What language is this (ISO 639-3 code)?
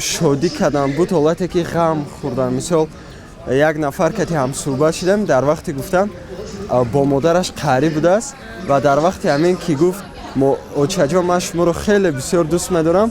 tgk